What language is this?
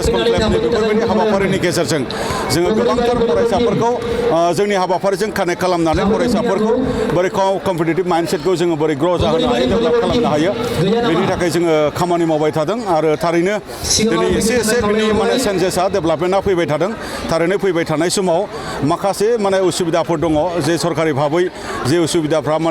Bodo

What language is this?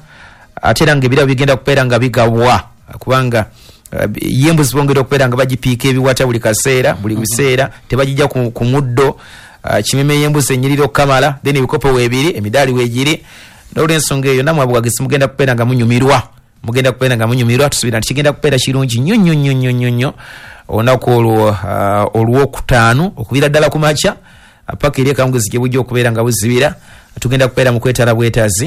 Ganda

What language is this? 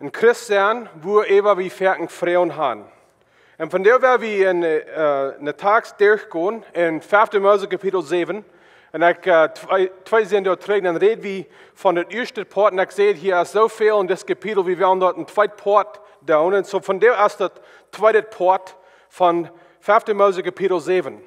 Plautdietsch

